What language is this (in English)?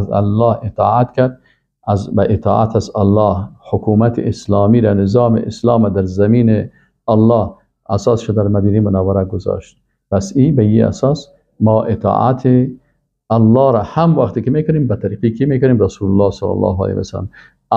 Persian